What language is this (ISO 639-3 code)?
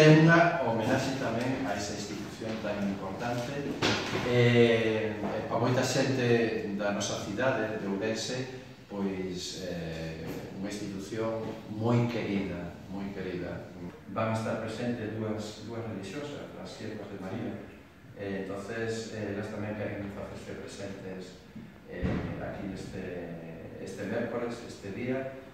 glg